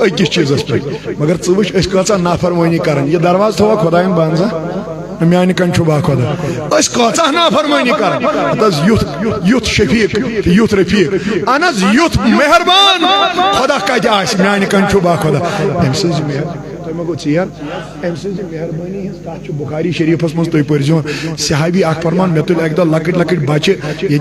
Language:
Kashmiri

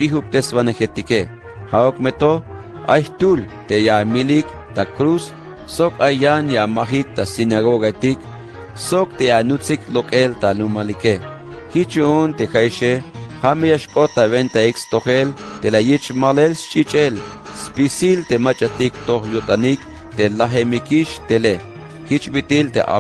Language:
Tzeltal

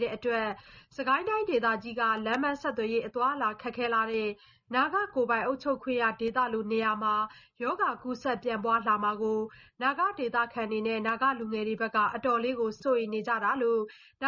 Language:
Burmese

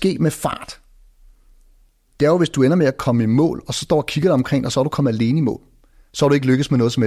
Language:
Danish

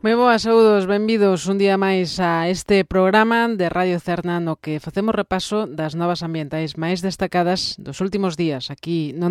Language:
Galician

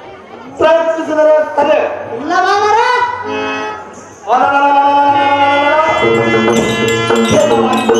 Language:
Kannada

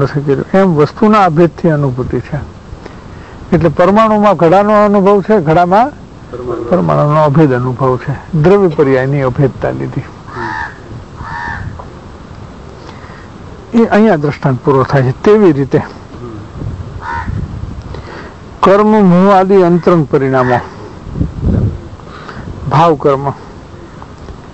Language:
Gujarati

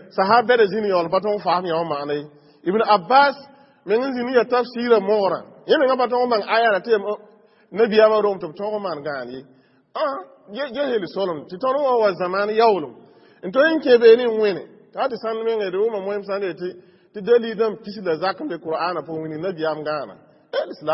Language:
Mossi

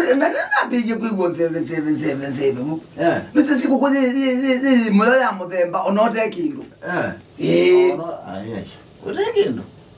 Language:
Kamba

